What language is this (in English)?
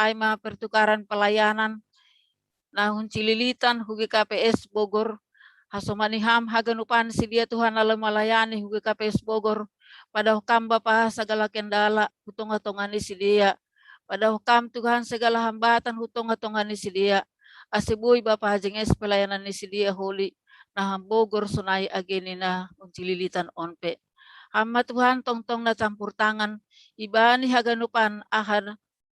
Batak Simalungun